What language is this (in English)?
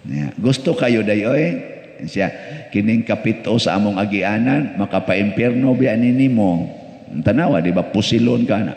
Cebuano